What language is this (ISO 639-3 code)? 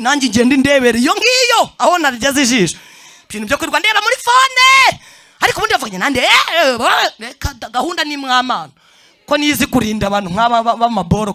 kin